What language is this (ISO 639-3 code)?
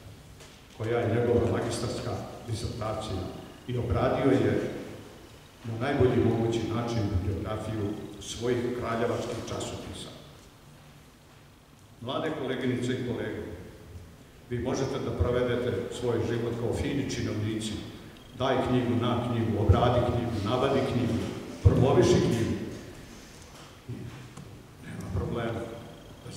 srp